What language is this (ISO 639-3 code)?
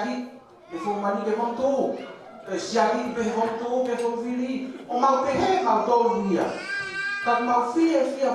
ton